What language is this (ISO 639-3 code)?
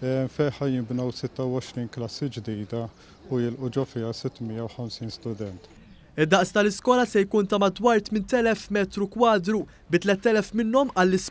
mlt